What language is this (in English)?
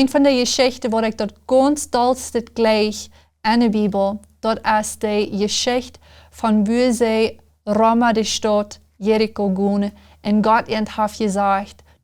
Plautdietsch